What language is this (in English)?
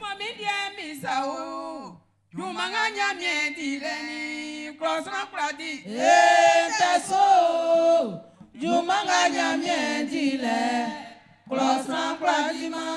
Baoulé